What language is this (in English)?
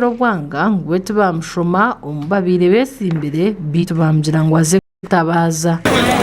Nyankole